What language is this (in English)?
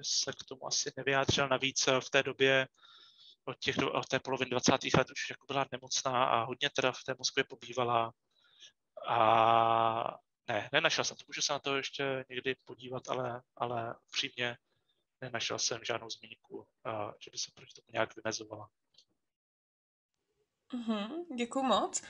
Czech